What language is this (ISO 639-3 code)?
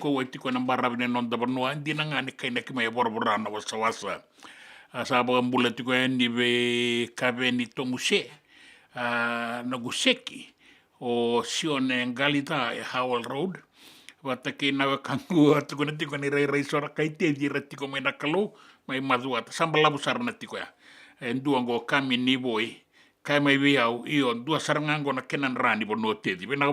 fij